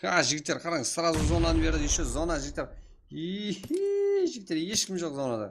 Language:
Kara-Kalpak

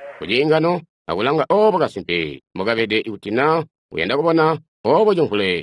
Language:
Tonga (Zambia)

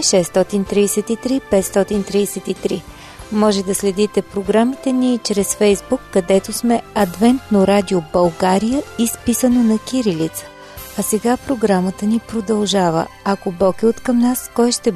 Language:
Bulgarian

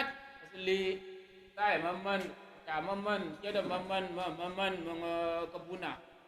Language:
Tyap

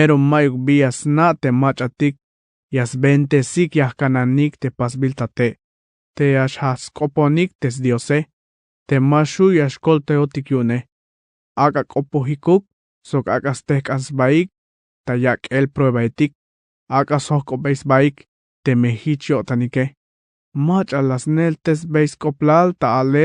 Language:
Tzeltal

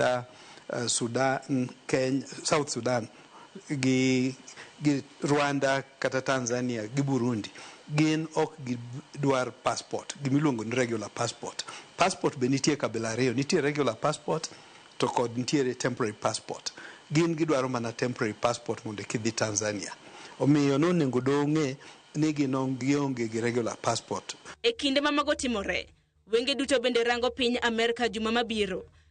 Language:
Luo (Kenya and Tanzania)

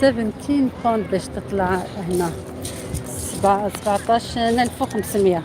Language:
Algerian Arabic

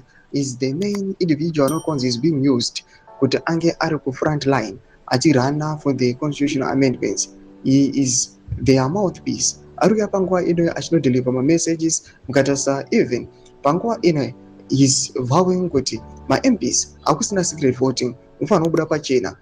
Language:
Shona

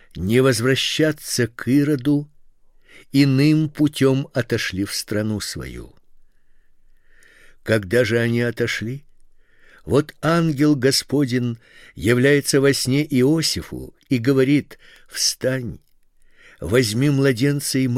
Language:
Russian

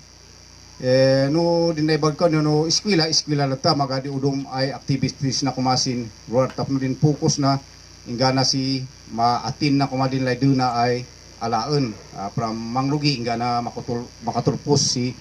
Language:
Kankanaey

